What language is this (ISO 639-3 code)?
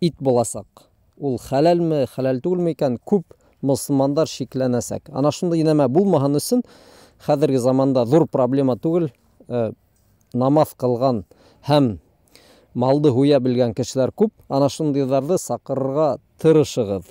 bak